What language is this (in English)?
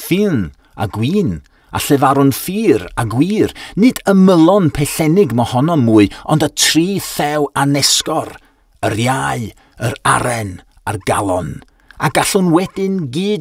Welsh